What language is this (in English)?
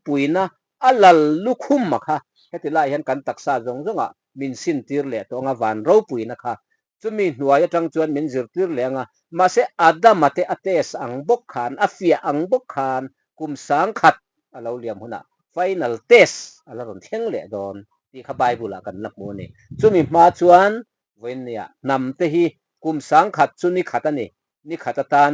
Mizo